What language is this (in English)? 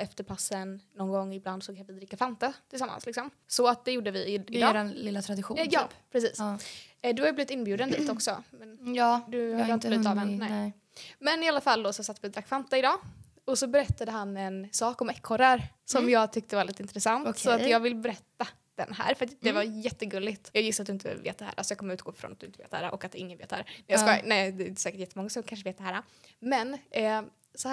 Swedish